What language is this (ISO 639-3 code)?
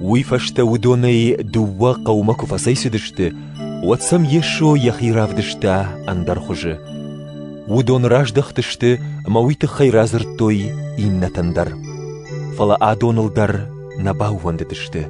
oss